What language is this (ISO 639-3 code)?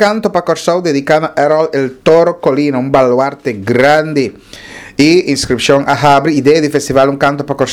pap